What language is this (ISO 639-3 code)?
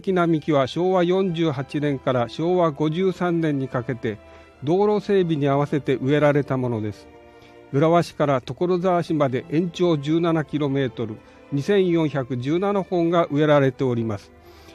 jpn